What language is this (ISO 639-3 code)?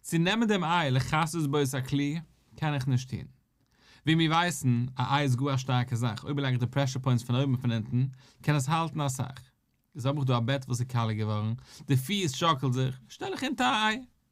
yid